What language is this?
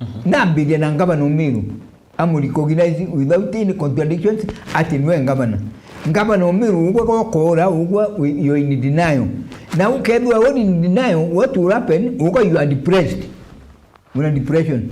Meru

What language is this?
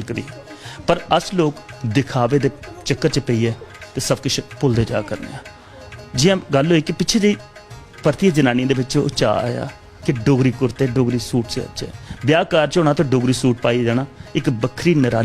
Dogri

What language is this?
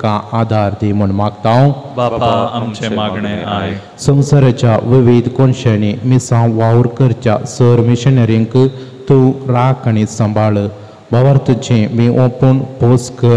Konkani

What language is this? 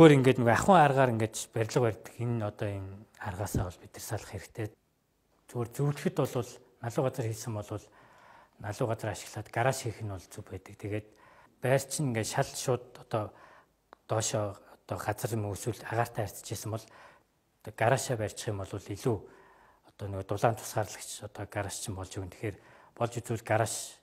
Mongolian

